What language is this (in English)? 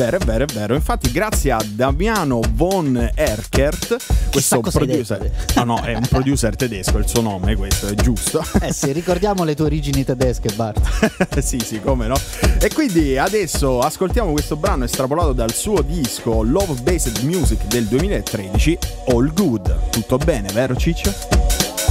Italian